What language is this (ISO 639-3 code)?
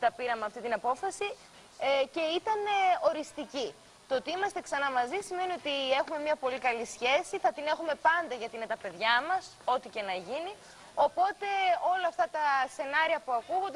ell